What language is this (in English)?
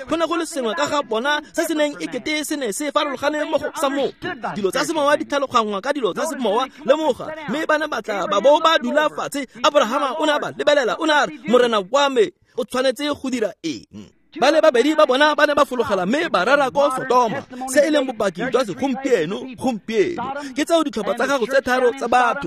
Tswana